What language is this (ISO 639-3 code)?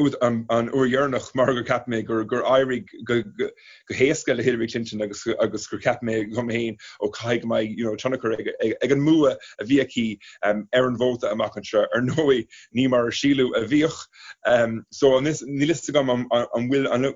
gle